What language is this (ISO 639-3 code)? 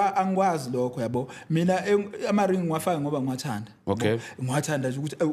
zul